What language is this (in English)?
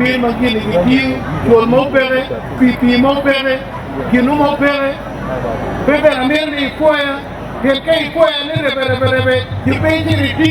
Acoli